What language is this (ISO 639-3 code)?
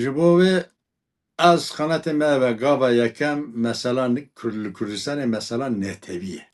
kur